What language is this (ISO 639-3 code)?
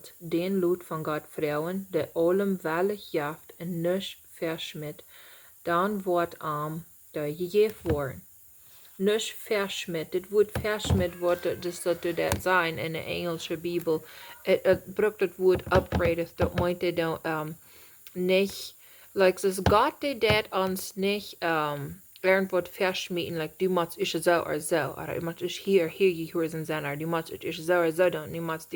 pdt